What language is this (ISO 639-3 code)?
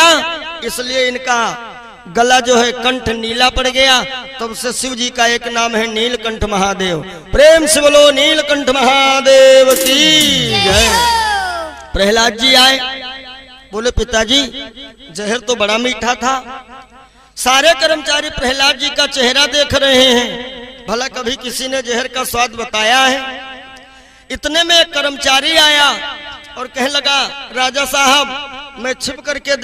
hin